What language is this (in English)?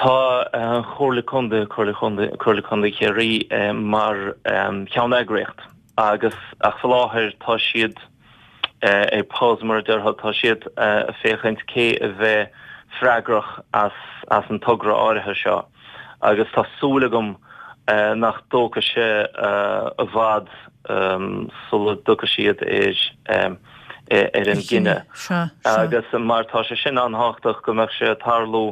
Irish